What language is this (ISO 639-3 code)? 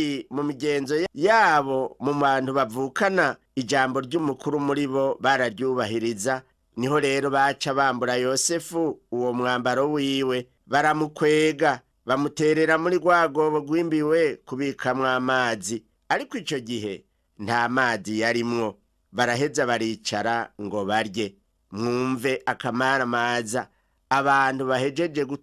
run